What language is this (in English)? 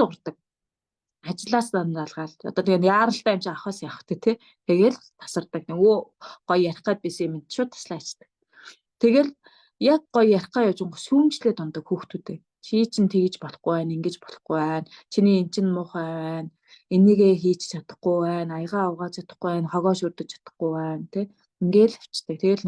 Mongolian